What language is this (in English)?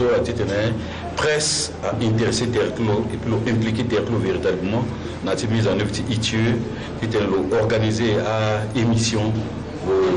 Sango